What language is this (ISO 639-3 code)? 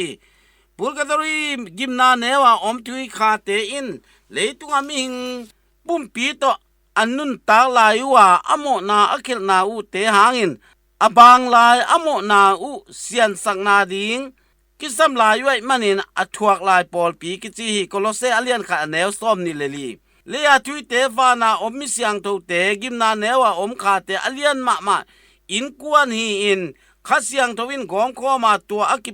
ctd